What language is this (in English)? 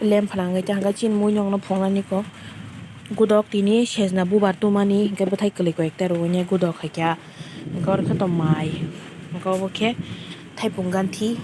Kok Borok